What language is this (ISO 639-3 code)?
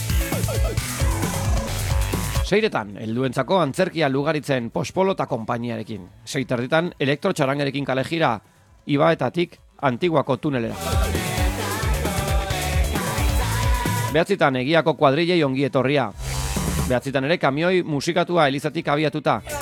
eus